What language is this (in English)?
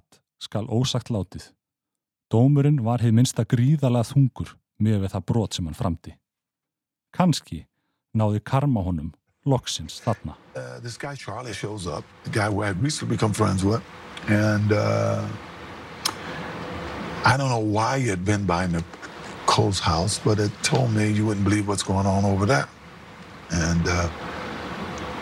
Icelandic